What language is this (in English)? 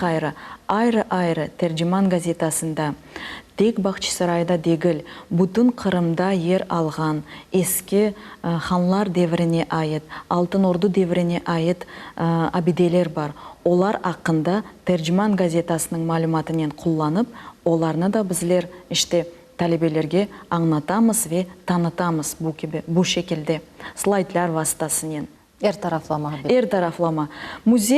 Crimean Tatar